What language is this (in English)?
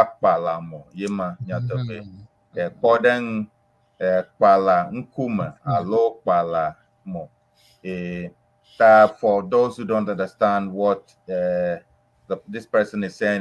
Ewe